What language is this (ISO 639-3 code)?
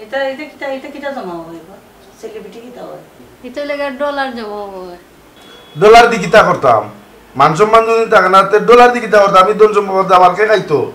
syl